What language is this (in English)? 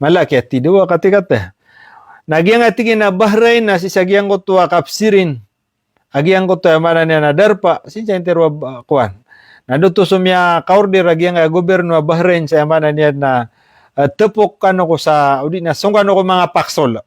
Maranao